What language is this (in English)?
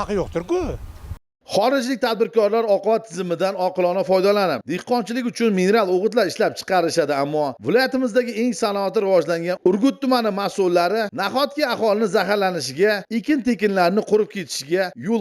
Uzbek